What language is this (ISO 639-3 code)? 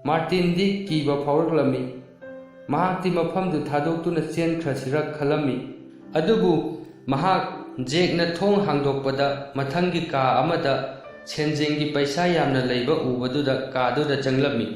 mni